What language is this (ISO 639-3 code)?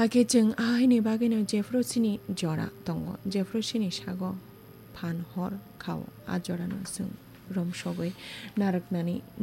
trp